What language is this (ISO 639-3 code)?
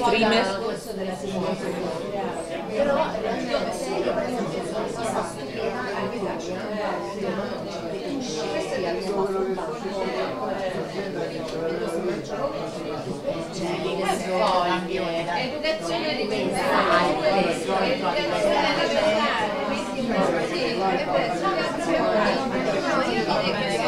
ita